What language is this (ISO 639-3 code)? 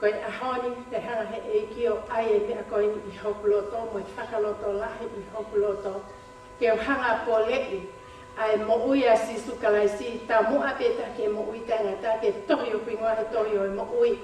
ton